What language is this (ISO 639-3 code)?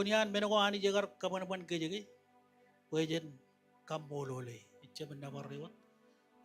mah